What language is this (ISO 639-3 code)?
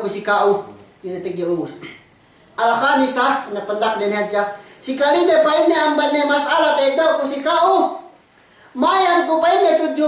yka